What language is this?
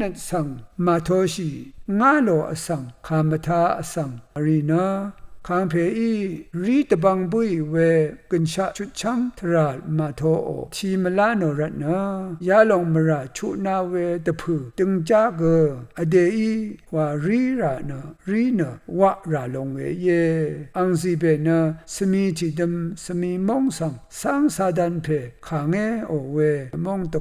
Rawang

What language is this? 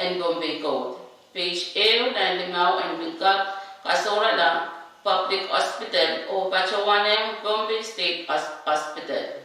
Pohnpeian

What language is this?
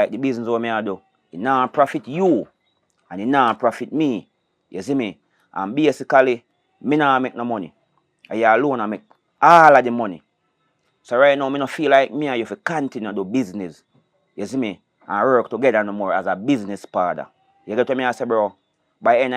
Jamaican Creole English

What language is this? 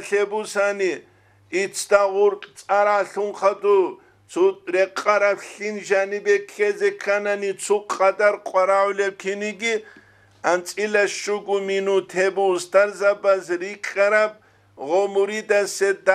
Avaric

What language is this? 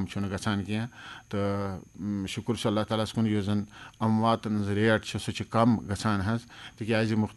Kashmiri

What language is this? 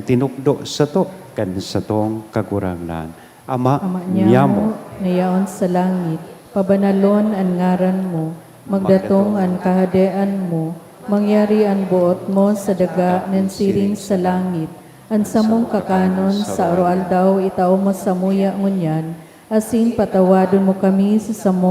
Bikol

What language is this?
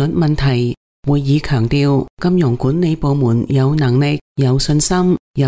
Cantonese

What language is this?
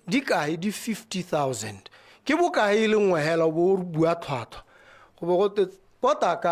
Tswana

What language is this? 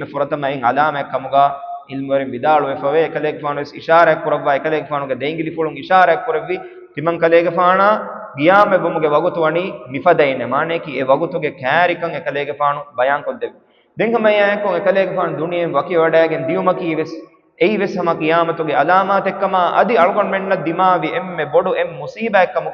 Divehi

